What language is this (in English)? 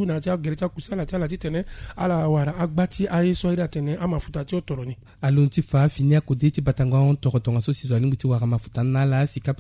Sango